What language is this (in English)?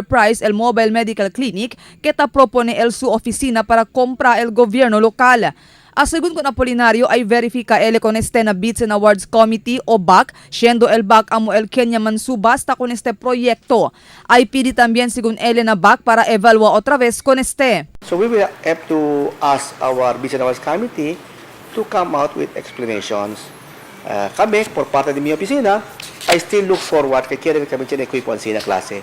Chavacano